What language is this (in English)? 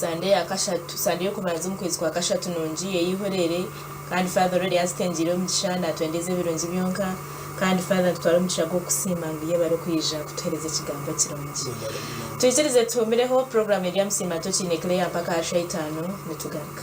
Nyankole